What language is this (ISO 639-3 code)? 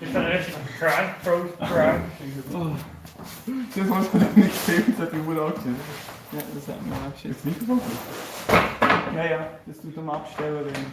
gsw